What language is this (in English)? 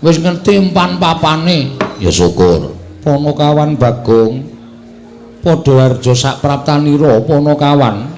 Javanese